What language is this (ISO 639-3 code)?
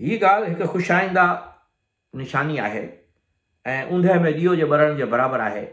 snd